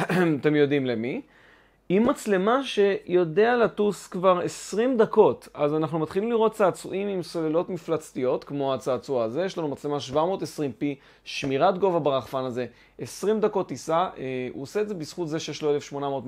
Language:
Hebrew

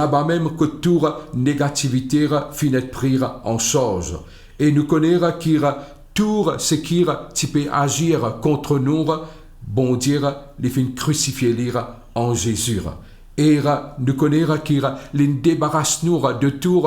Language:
Morisyen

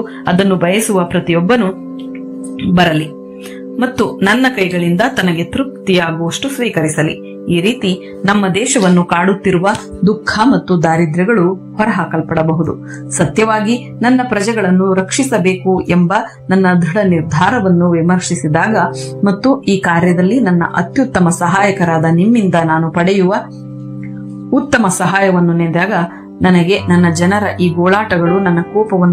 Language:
Kannada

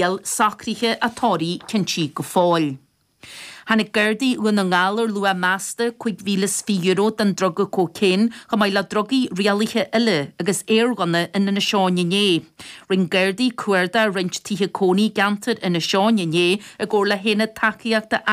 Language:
Irish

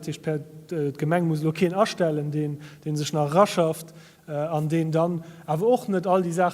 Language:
Luxembourgish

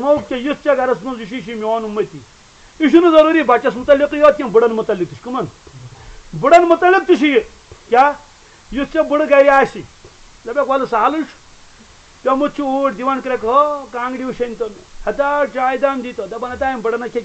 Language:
Kashmiri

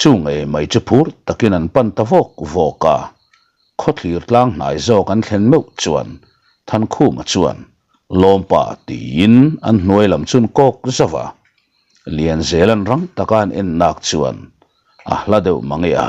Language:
Mizo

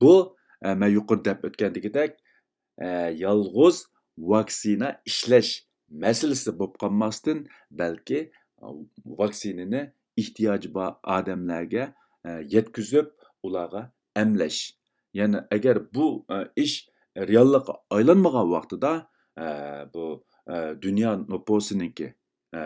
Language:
Uyghur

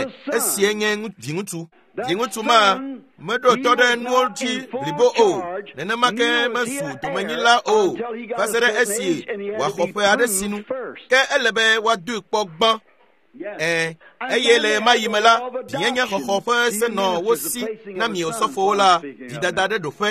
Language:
Ewe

